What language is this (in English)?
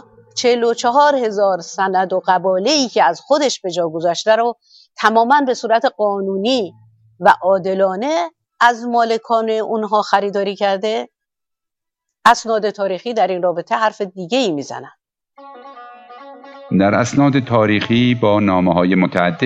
Persian